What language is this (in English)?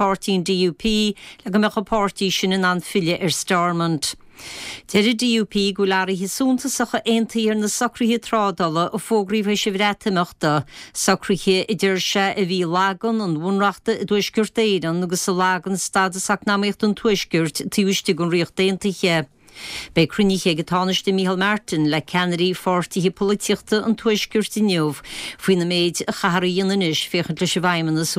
Irish